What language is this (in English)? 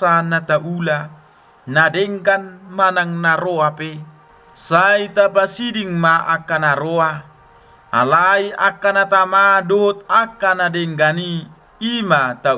Batak Toba